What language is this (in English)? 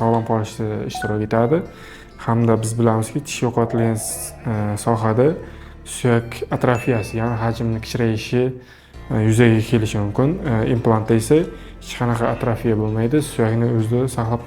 Uzbek